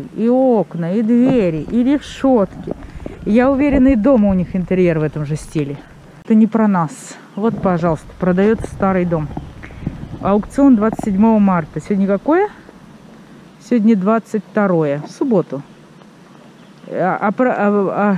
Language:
Russian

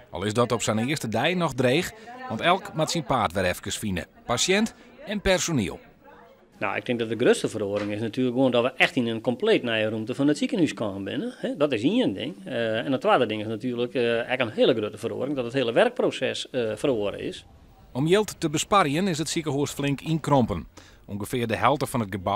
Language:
Western Frisian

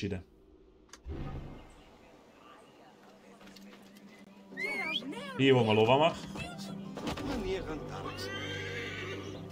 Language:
Hungarian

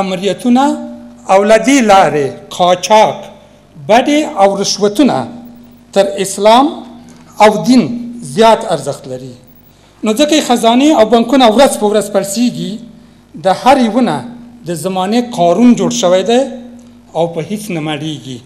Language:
Pashto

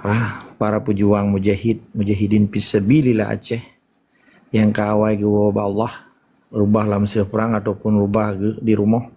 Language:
Achinese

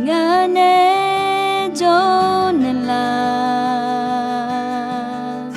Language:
Akha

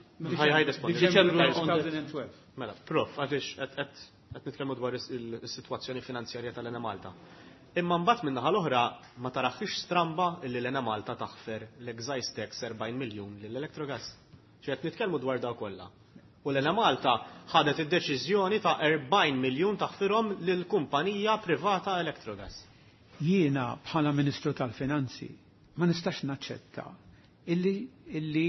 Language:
Maltese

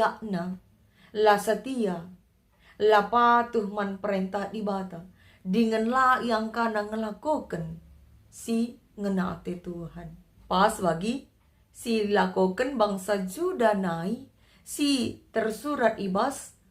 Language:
Batak Karo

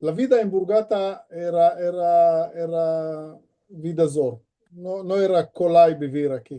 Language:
Ladino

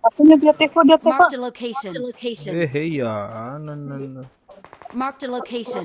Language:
Minangkabau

